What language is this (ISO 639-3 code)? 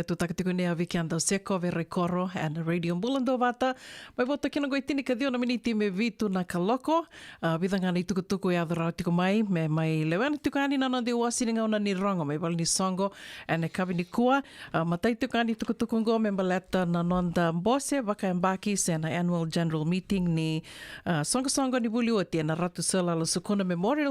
fij